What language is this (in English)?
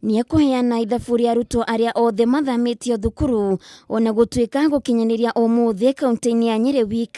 Kikuyu